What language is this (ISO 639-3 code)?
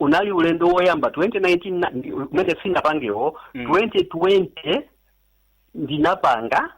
nya